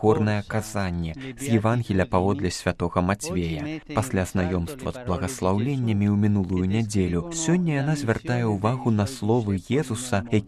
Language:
Belarusian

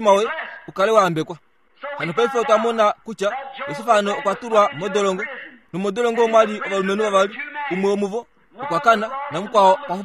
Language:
Kuanyama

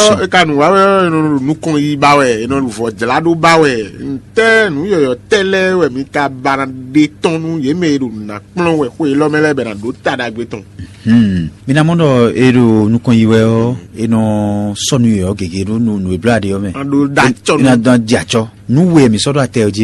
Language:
Fon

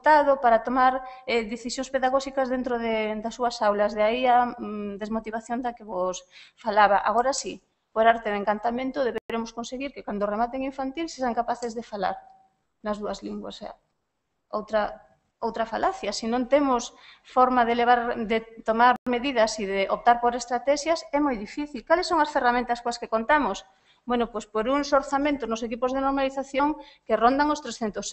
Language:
Galician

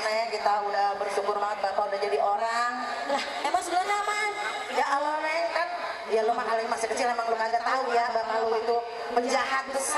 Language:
Betawi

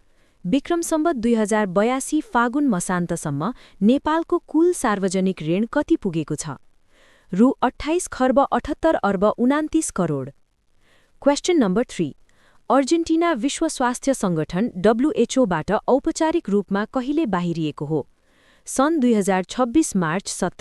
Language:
Nepali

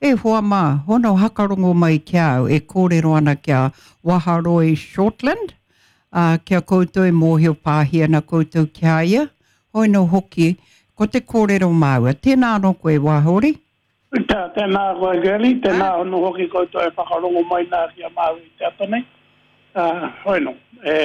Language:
Māori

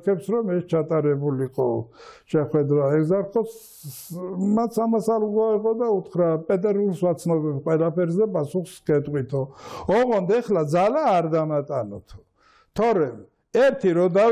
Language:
Georgian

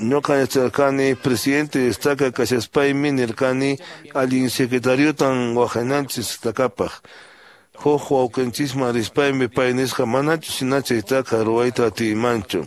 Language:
Quechua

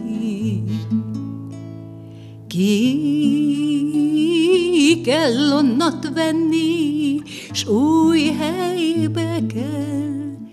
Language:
Hungarian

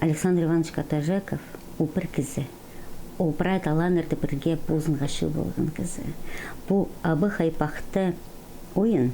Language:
Khakas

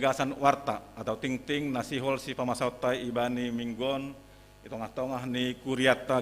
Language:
Batak Simalungun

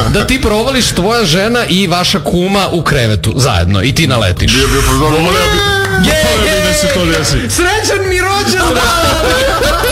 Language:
Serbian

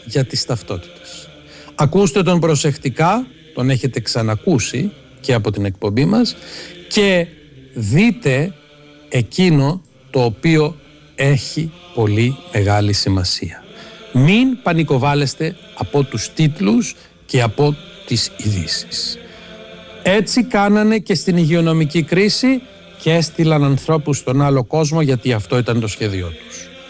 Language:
Greek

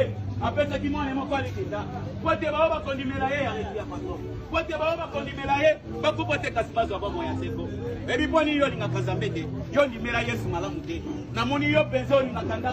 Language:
Lingala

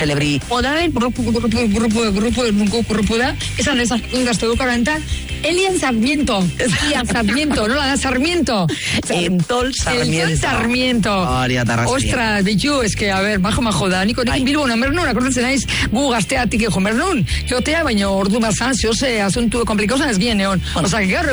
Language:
Basque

